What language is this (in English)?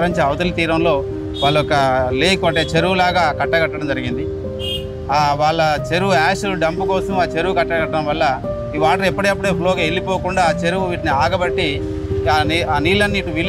Telugu